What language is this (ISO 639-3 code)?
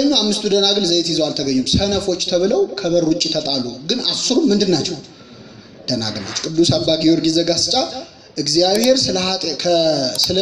amh